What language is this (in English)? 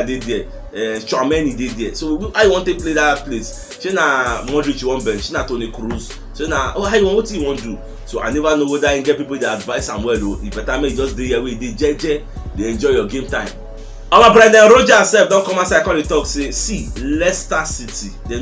Nigerian Pidgin